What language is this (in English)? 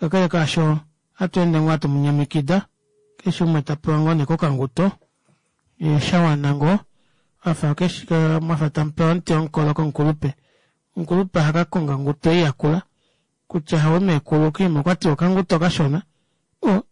Kuanyama